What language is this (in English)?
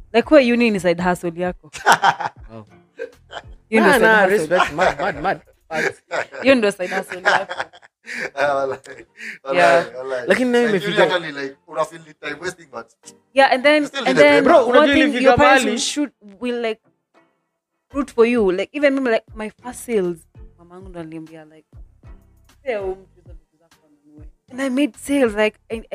Swahili